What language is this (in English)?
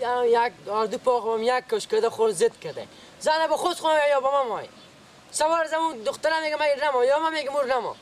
Persian